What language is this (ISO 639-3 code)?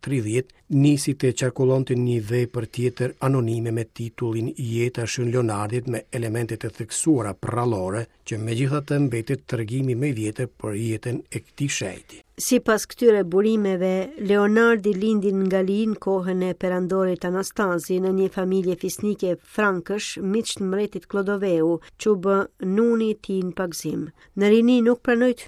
sqi